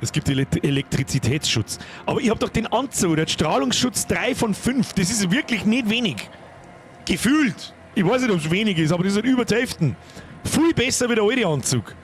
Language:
Bavarian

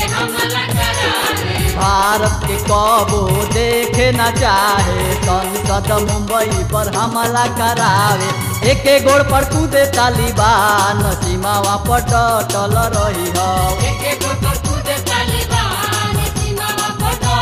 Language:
Bhojpuri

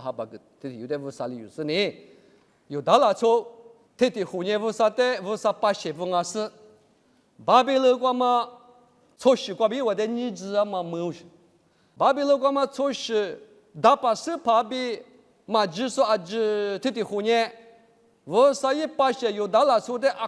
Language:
Lisu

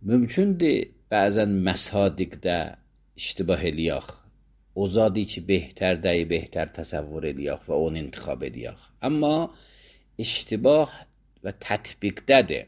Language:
Azerbaijani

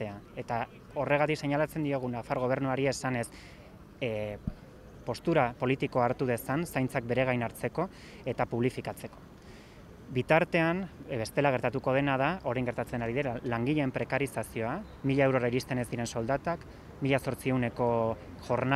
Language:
Basque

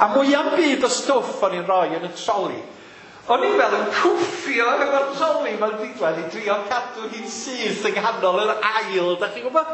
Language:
Welsh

